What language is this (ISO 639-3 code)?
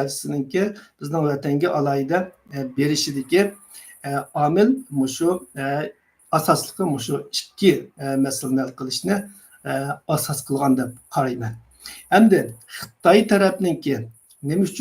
uig